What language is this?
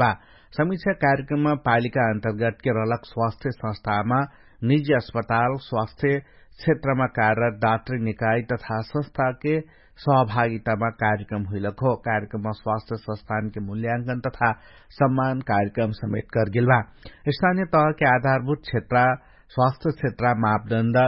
Dangaura Tharu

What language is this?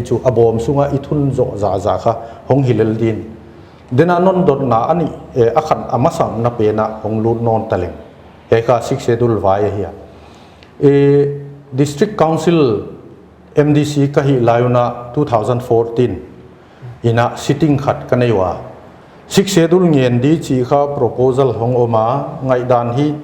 Paite Chin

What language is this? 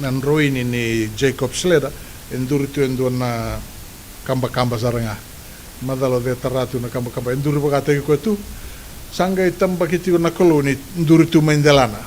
Fijian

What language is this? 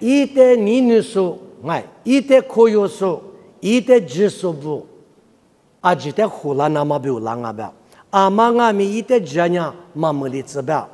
Lisu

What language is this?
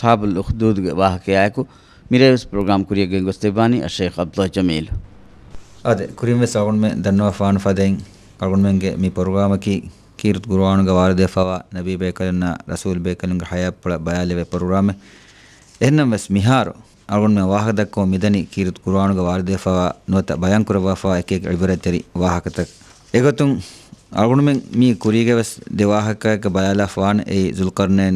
Divehi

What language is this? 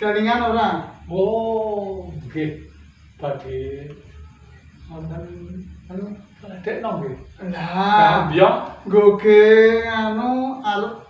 Javanese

